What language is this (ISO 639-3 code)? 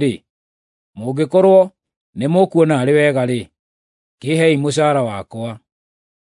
kik